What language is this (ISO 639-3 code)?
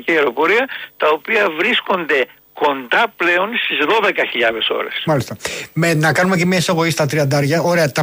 ell